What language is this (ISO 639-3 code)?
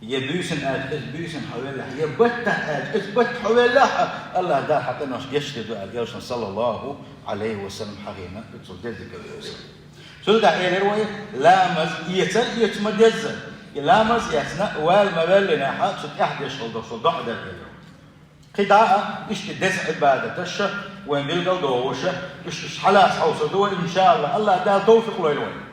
che